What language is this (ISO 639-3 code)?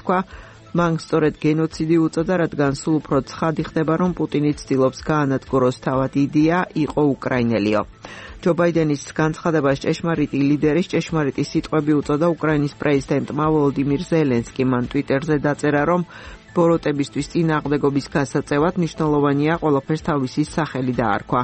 kat